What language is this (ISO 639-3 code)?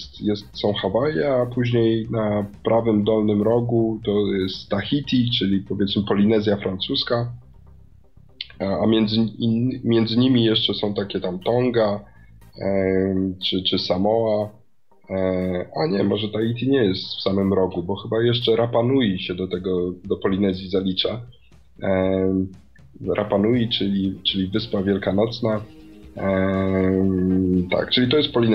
pol